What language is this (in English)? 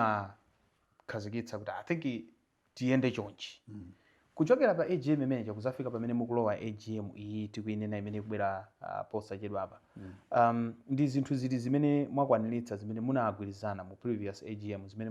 Nyanja